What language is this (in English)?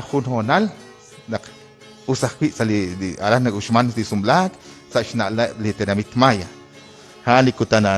Kekchí